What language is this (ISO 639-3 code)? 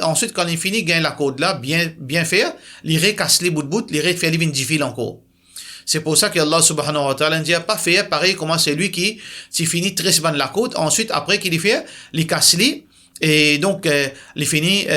mfe